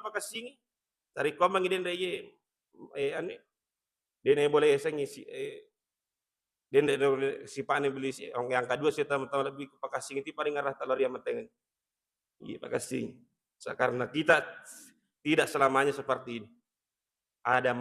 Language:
Buginese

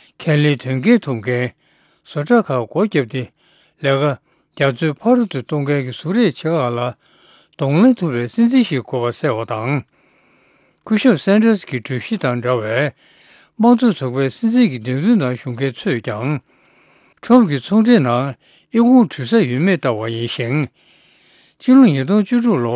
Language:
Tibetan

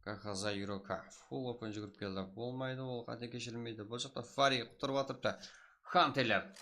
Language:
Kara-Kalpak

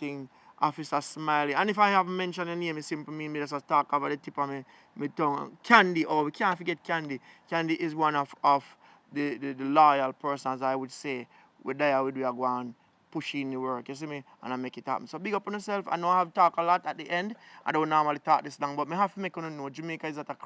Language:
Jamaican Creole English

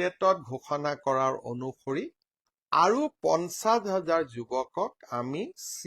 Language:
Assamese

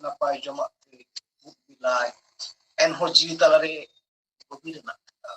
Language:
Santali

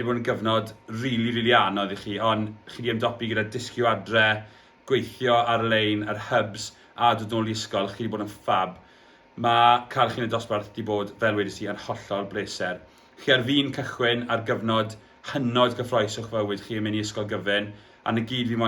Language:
Welsh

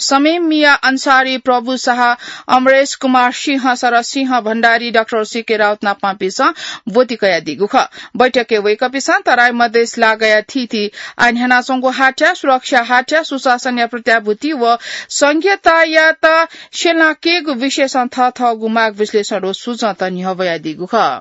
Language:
Newari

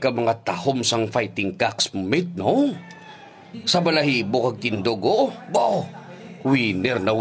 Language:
Hiligaynon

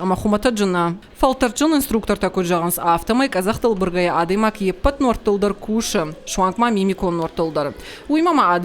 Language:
Ossetic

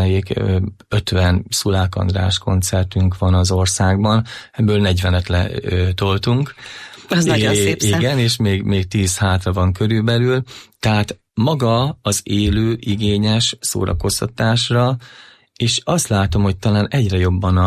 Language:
Hungarian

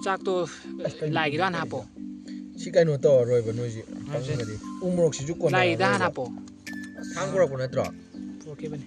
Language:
Manipuri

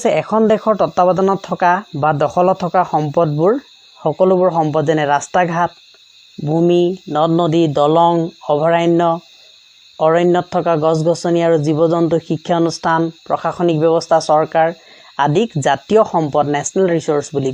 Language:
Assamese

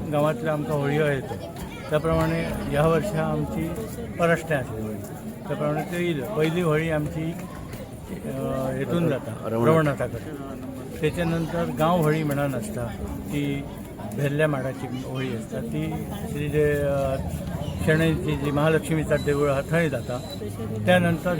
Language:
Konkani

